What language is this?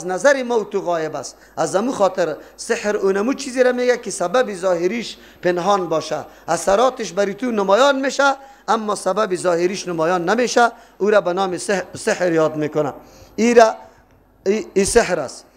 Persian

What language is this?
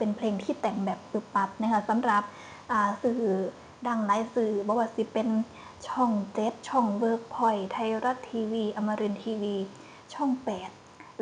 Northeastern Thai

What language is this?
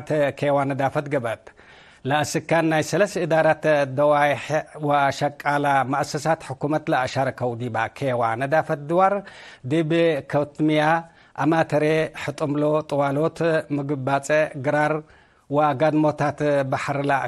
Tigre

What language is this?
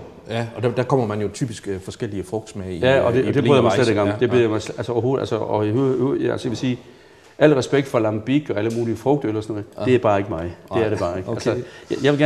Danish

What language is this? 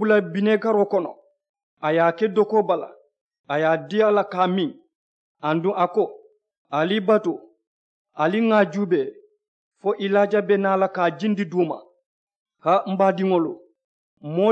Mandingo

